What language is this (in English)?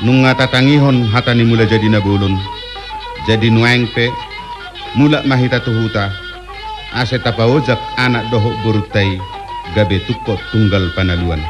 Batak Toba